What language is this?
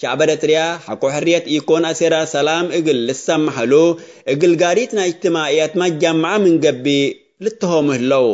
Tigre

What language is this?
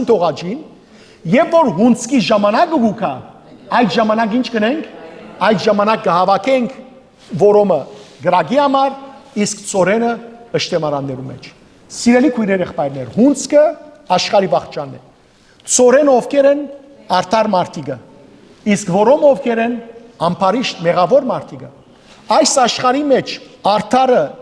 Western Armenian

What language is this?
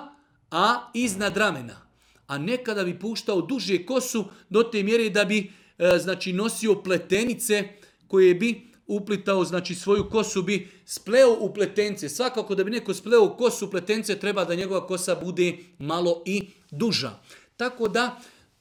Bosnian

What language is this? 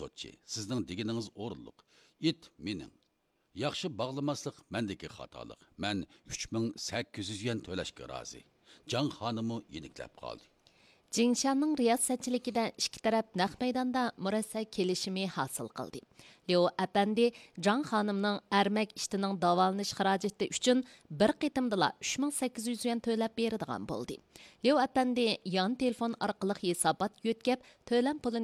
Uyghur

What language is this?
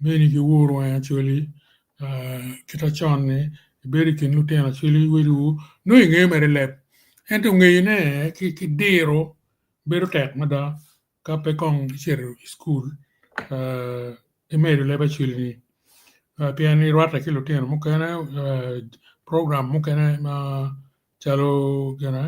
Acoli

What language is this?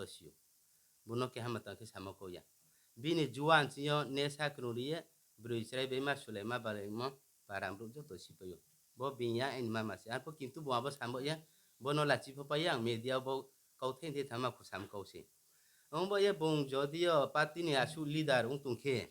Riang (India)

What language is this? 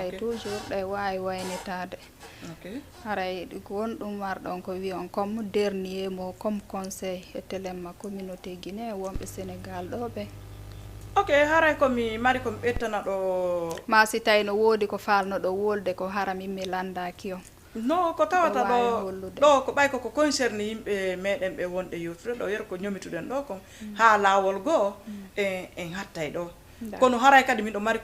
Fula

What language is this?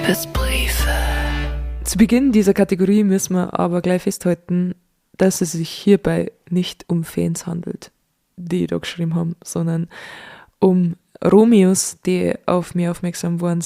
Bavarian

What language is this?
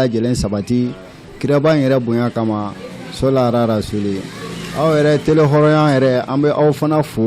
Bambara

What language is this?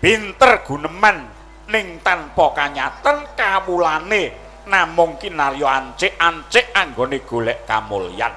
Javanese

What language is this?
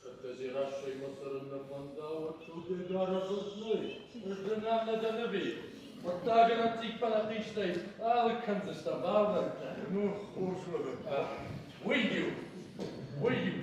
Ossetic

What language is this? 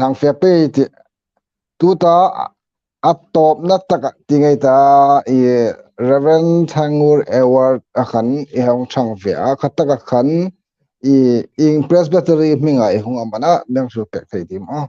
Hmar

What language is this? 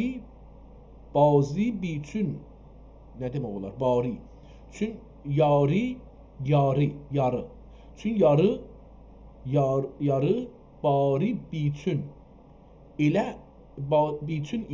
South Azerbaijani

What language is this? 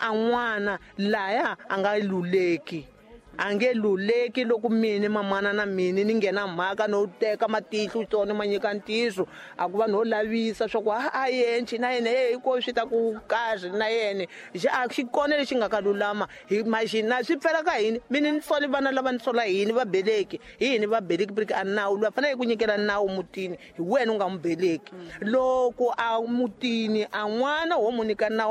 Tsonga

